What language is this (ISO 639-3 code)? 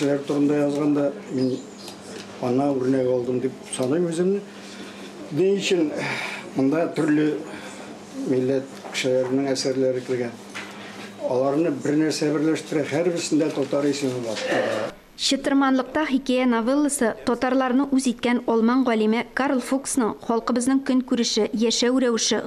tat